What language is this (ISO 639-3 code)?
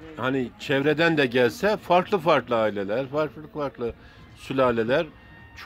tur